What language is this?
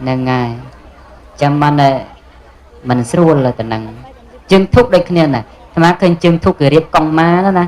Khmer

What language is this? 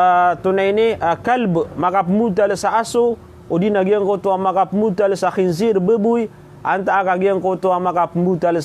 Maranao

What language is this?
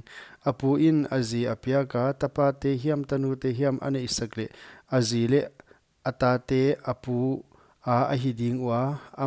Paite Chin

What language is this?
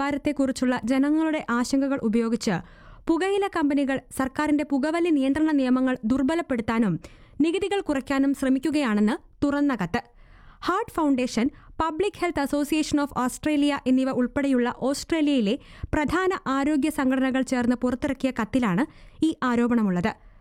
Malayalam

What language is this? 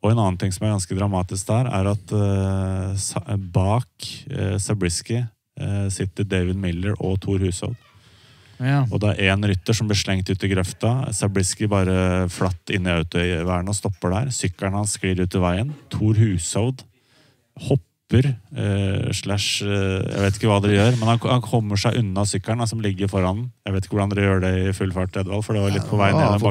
Norwegian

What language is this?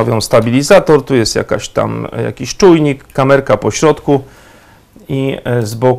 Polish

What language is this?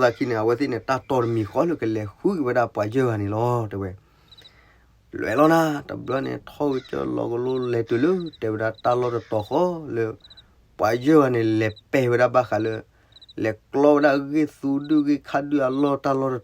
S'gaw Karen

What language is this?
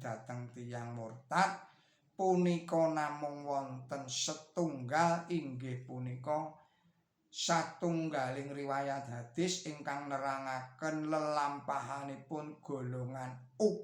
Javanese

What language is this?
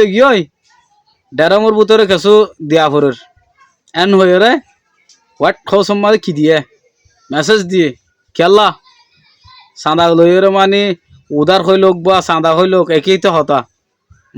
Rohingya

